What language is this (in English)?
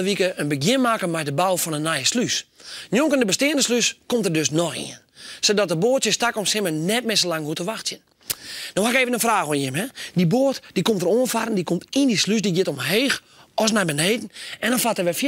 Western Frisian